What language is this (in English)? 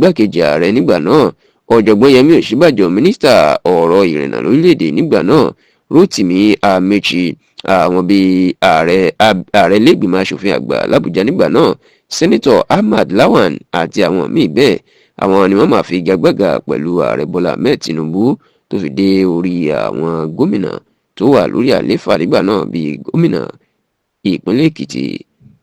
Yoruba